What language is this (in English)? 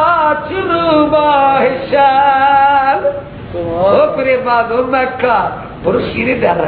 Persian